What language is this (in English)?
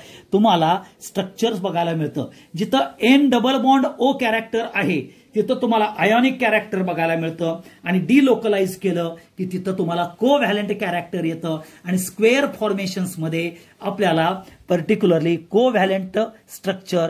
Marathi